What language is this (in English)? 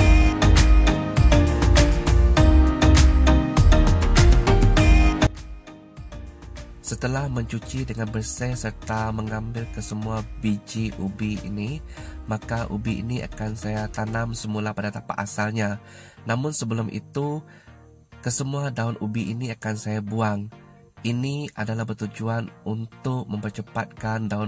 Malay